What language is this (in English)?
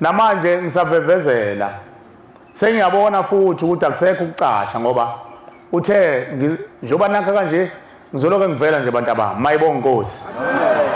Zulu